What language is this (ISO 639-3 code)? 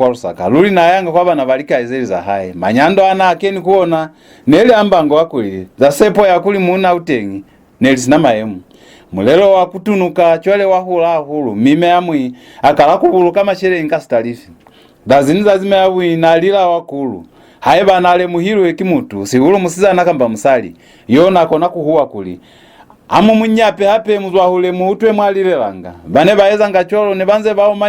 loz